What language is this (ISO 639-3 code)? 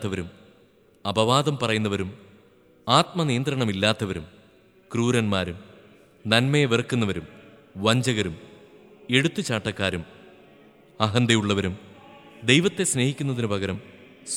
mal